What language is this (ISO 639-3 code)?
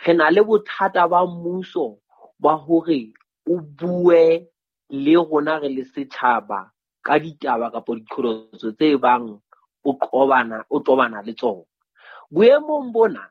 sot